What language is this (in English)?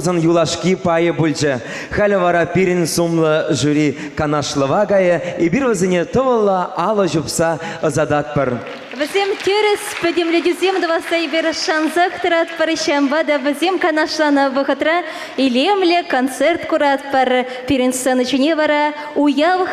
Chuvash